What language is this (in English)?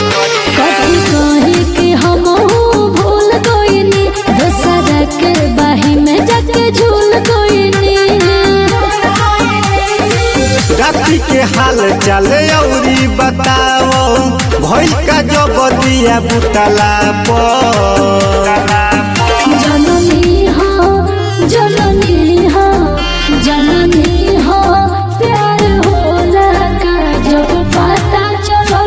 Bhojpuri